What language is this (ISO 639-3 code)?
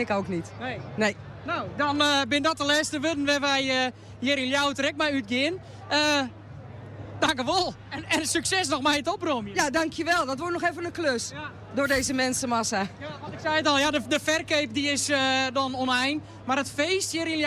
fry